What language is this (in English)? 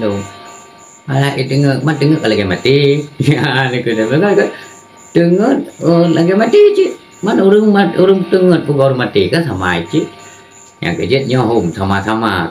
Achinese